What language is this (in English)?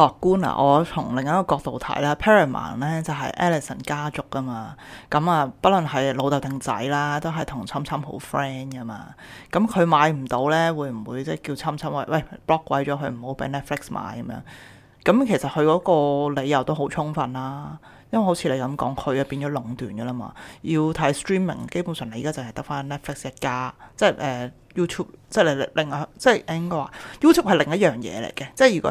Cantonese